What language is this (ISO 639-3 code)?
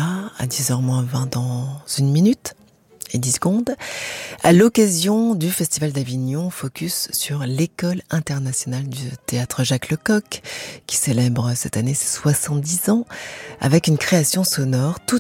fra